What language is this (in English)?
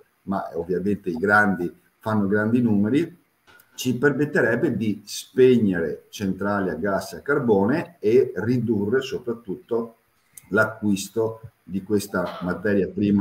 Italian